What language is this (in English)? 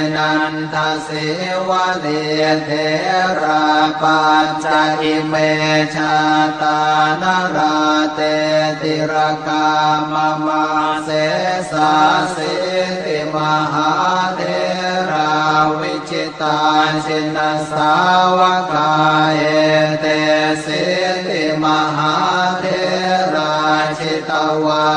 Pali